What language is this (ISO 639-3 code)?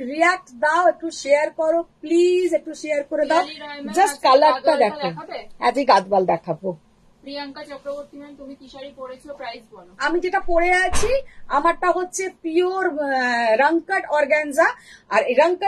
ben